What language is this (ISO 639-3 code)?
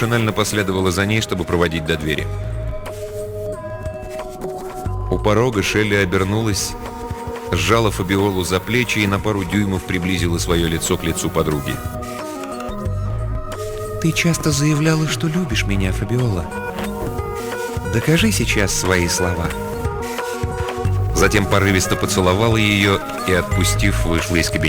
rus